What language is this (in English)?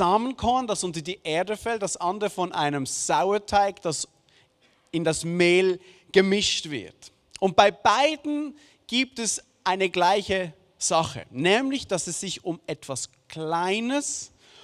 Swiss German